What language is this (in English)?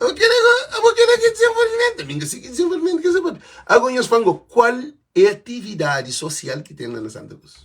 Kabuverdianu